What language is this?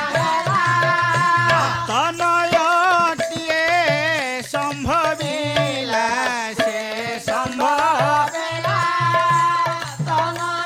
Odia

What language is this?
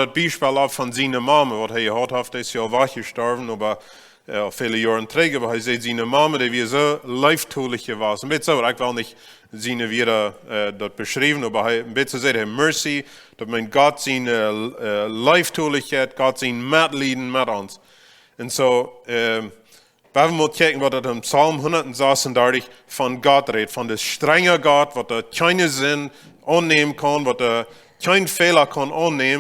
Plautdietsch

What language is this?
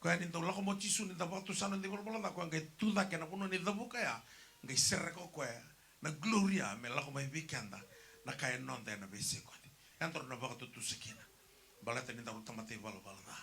Fijian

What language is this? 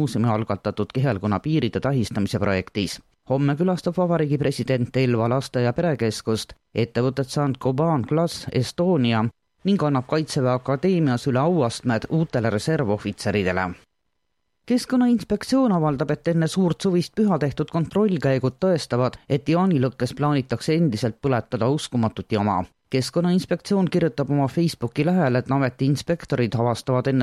Estonian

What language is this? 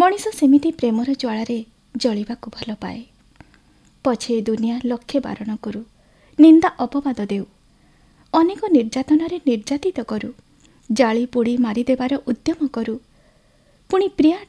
Odia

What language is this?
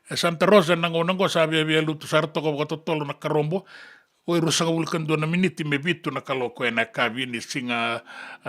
Fijian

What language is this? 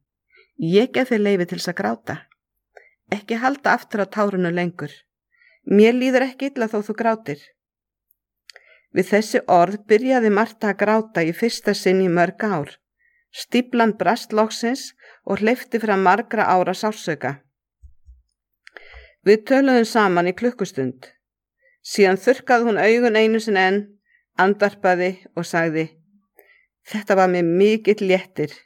Icelandic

